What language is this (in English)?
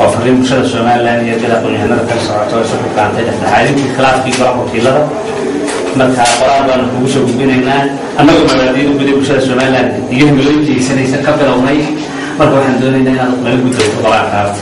Somali